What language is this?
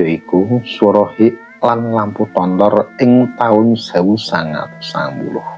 Javanese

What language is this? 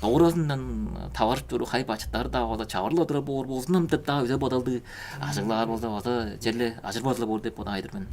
Tuvinian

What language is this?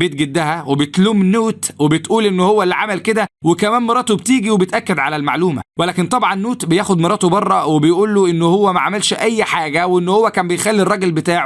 Egyptian Arabic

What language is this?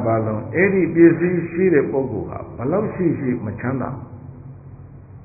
Burmese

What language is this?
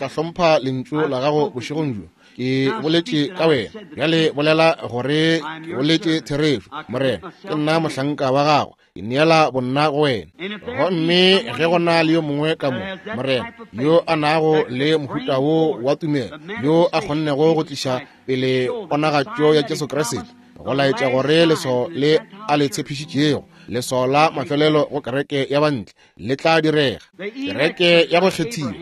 Northern Sotho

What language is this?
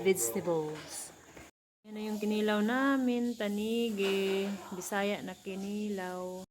Cebuano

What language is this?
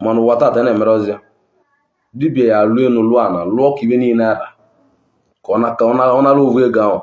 Igbo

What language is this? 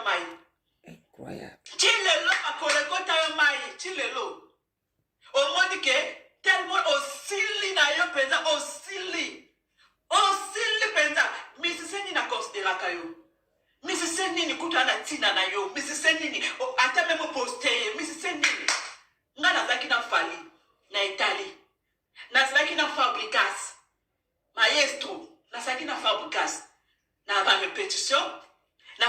Lingala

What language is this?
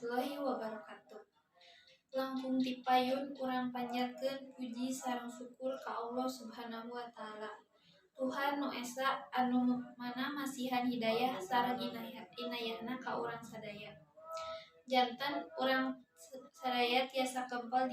Sundanese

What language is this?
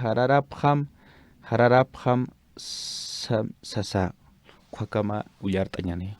Aymara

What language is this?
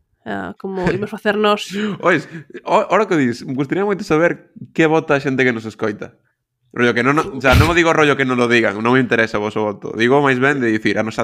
Galician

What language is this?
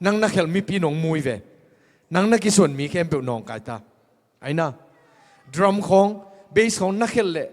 Tedim Chin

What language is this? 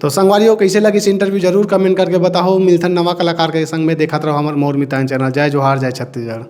Chhattisgarhi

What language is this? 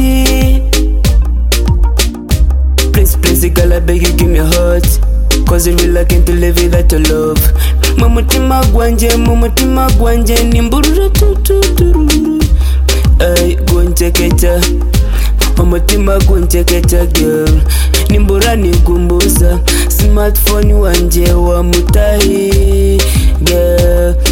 Kinyarwanda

